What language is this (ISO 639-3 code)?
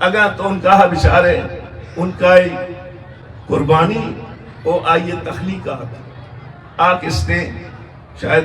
bgp